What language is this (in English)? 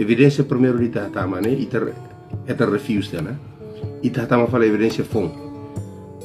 Tetum